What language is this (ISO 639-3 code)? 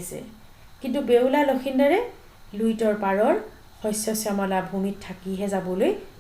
asm